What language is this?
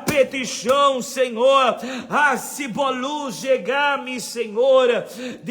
Papiamento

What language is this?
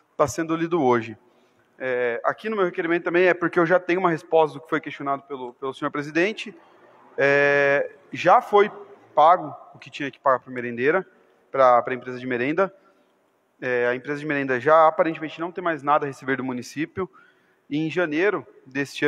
Portuguese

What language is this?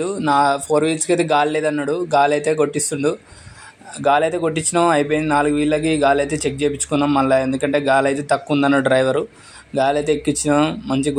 Telugu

